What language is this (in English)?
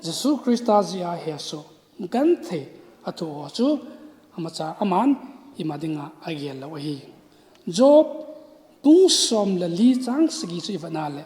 Thado Chin